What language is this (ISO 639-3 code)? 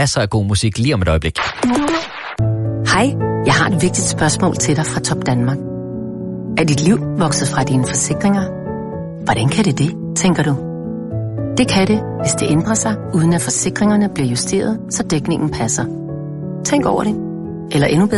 dan